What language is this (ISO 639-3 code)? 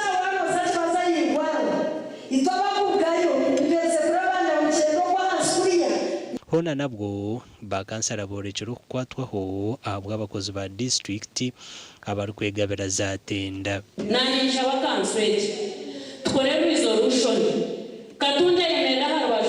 nyn